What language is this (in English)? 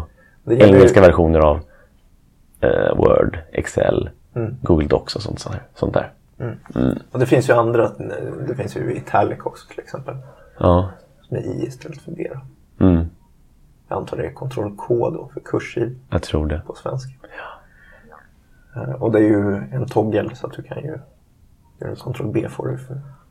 Swedish